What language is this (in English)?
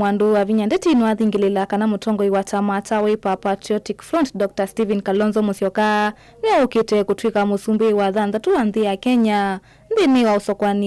Kamba